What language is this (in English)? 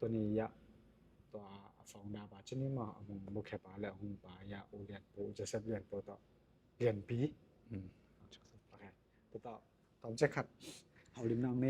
Tedim Chin